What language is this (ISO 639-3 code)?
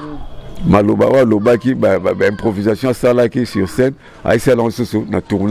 lin